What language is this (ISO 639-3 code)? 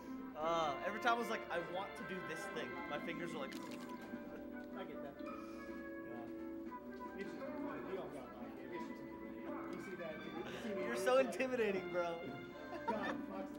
eng